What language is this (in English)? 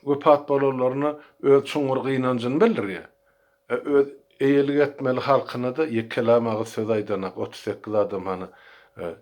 Turkmen